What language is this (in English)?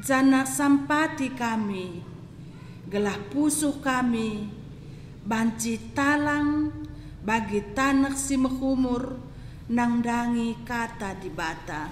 Batak Karo